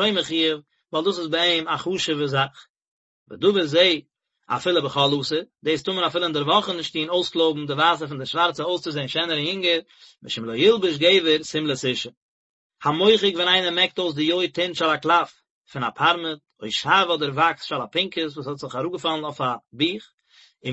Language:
Yiddish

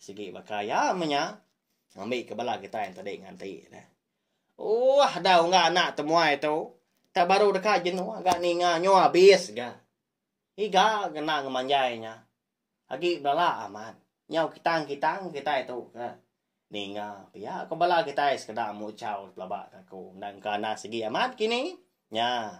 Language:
Iban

